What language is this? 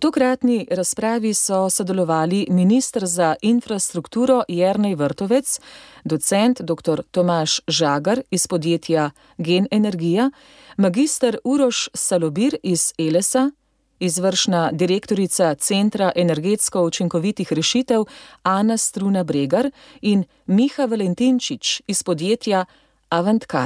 Slovenian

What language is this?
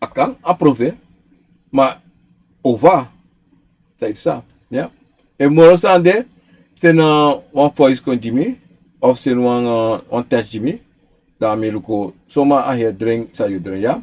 Sranan Tongo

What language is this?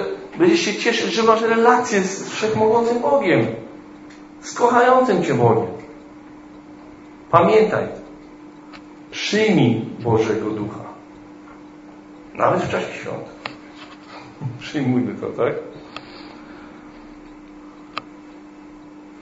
Polish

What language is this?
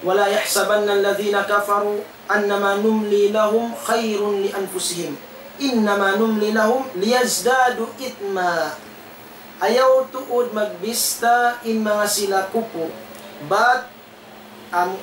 Tausug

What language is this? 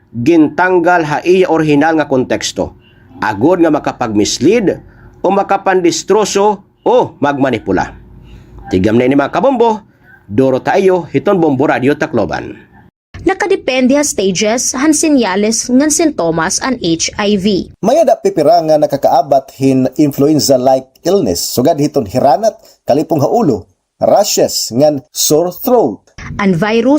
Waray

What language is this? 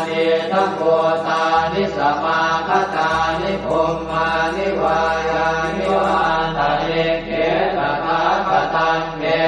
Pali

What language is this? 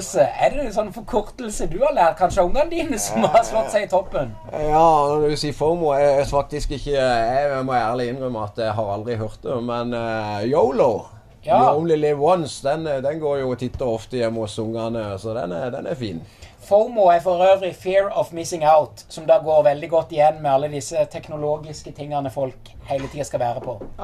Norwegian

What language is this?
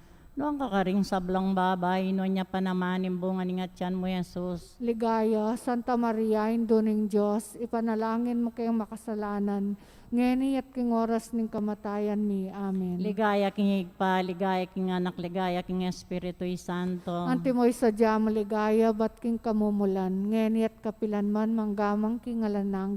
Pampanga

